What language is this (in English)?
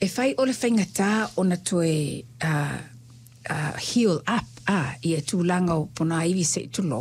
Samoan